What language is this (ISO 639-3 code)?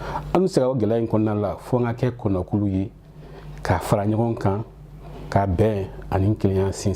bam